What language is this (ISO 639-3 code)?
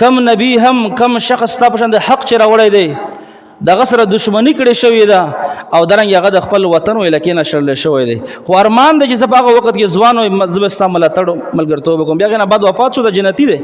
pus